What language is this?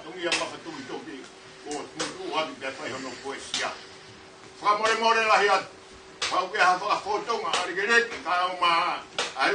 Tongan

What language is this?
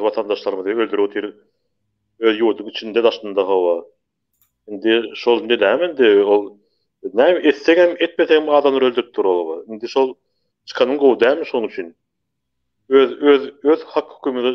Turkmen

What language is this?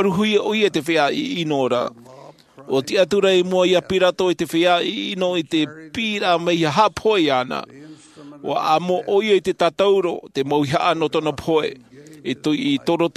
Tahitian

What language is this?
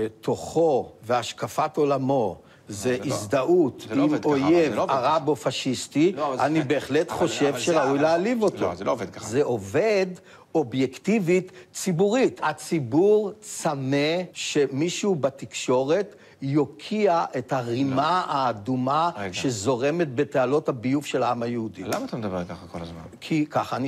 Hebrew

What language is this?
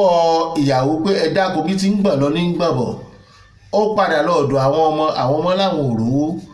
Yoruba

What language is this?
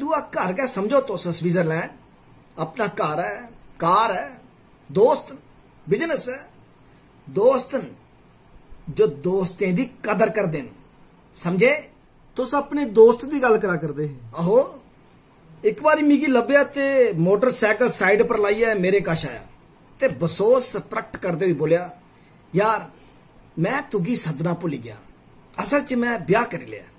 Dogri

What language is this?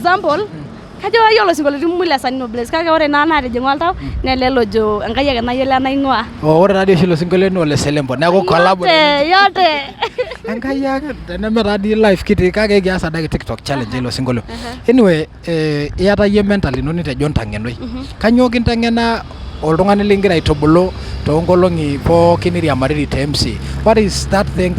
Masai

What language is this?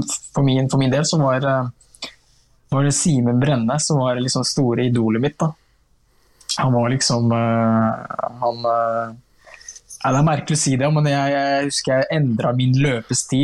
Norwegian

